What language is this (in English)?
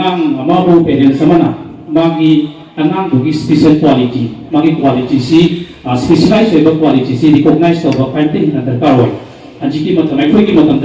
Manipuri